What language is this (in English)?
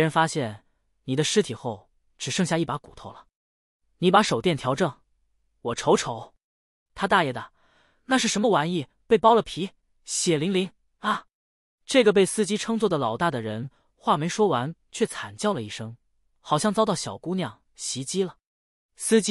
Chinese